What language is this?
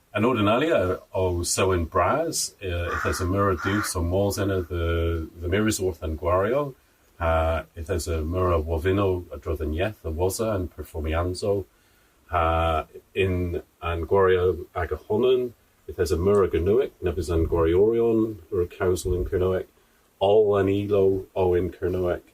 Cornish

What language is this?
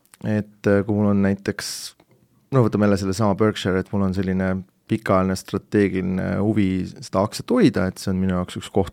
Estonian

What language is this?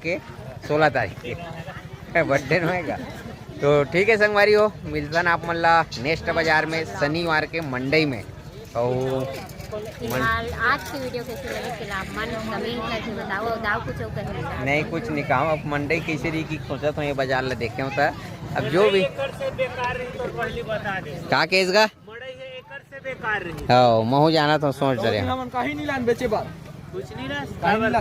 Chhattisgarhi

